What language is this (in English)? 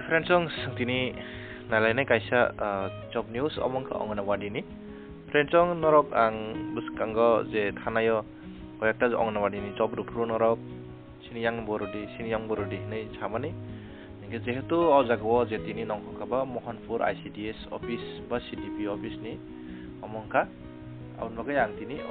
Kok Borok